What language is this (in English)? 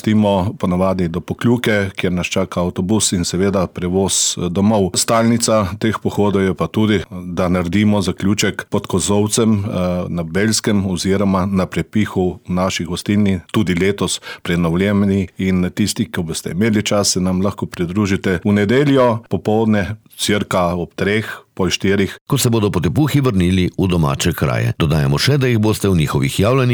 Slovenian